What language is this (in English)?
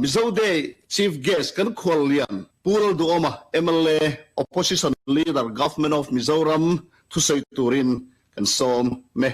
Mizo